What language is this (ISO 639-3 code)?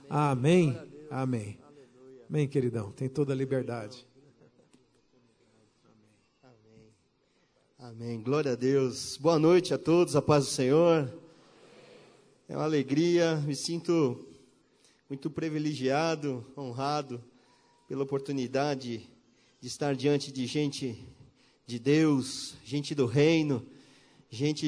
por